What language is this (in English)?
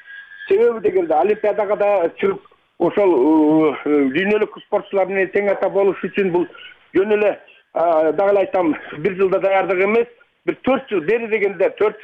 Kyrgyz